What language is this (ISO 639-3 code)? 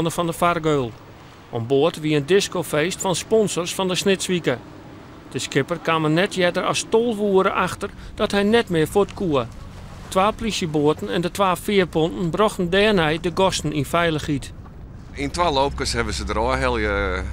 fry